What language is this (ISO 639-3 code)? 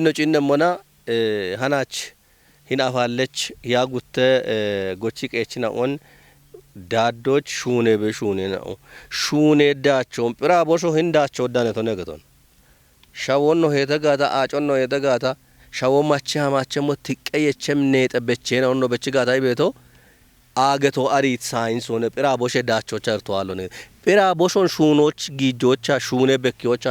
kbr